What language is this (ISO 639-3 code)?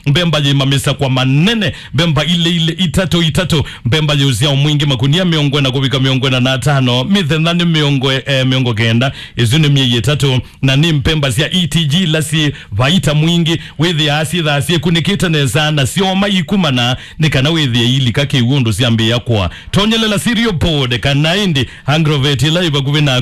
kam